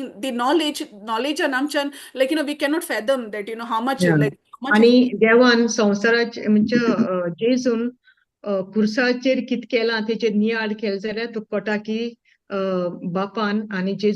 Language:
Konkani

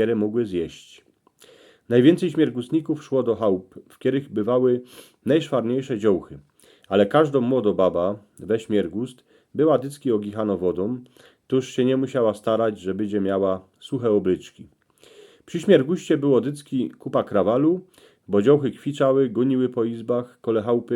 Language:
Silesian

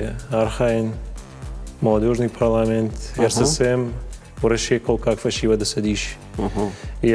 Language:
Ossetic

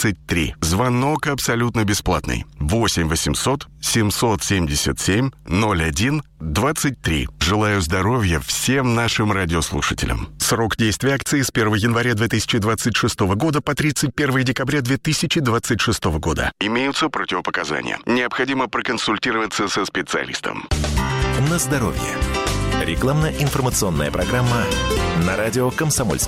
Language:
Russian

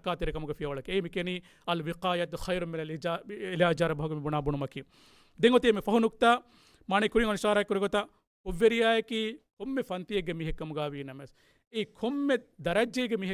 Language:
Divehi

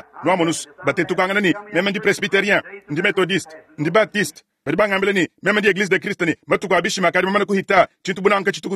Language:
Luba-Lulua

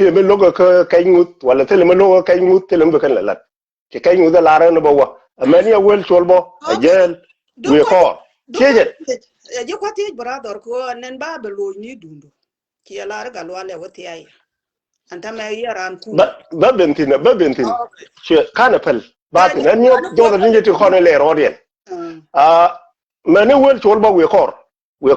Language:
Nuer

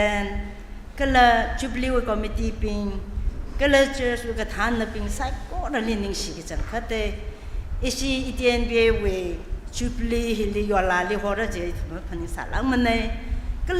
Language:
Tangkhul Naga (India)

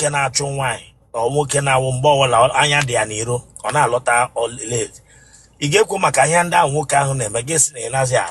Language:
Igbo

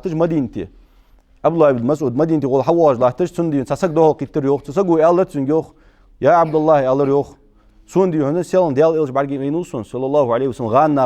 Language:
Ingush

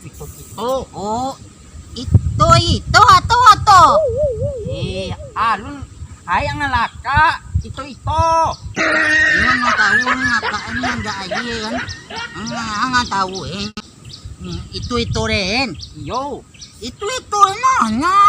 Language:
Minangkabau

